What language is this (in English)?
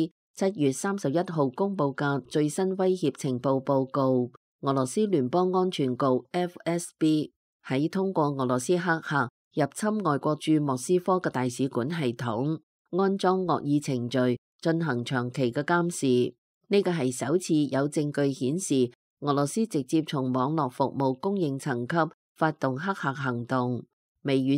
Cantonese